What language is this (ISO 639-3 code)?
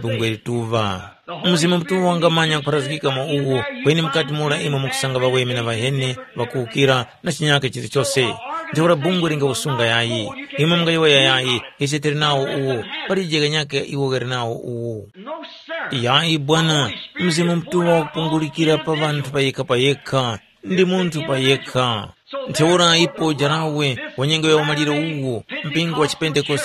tum